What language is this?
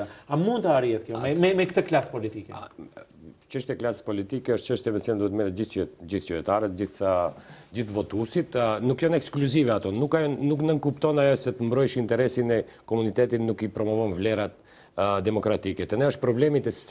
Albanian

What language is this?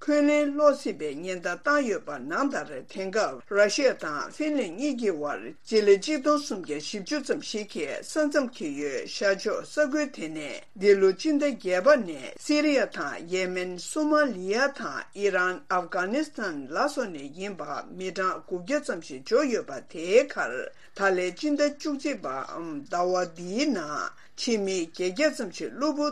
Tibetan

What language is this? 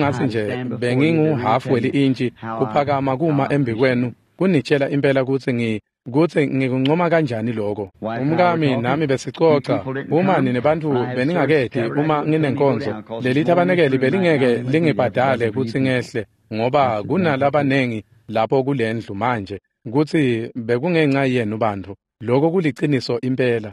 Swati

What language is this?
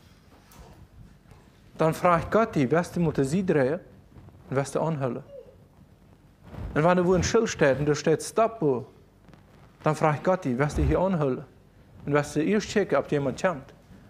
German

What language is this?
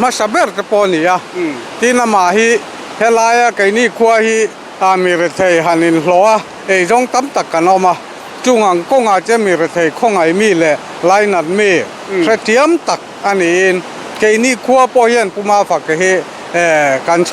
Mizo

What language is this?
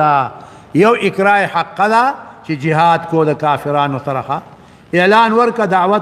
Pashto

